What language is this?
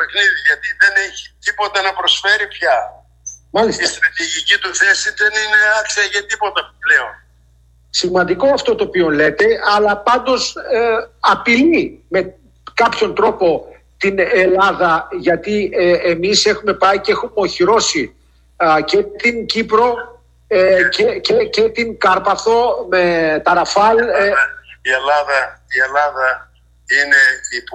Greek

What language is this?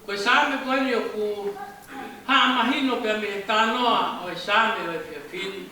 Tongan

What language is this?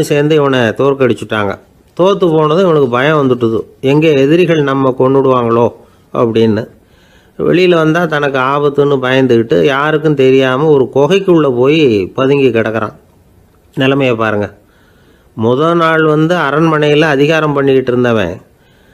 Tamil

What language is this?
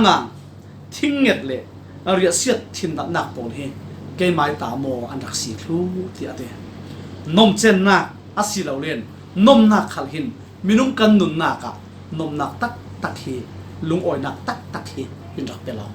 Falam Chin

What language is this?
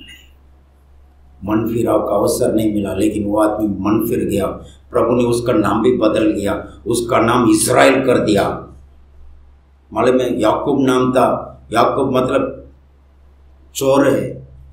Hindi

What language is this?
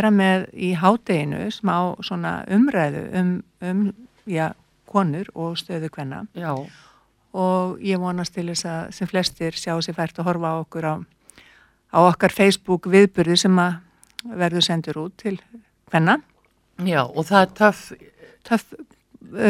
Icelandic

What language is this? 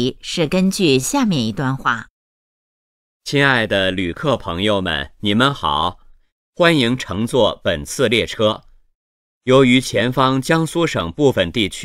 Chinese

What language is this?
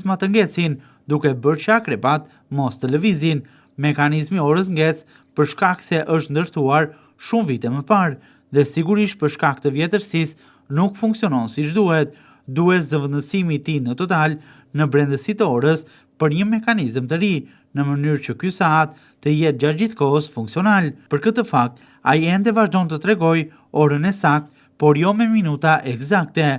Albanian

